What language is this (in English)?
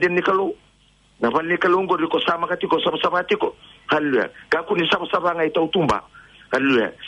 Fijian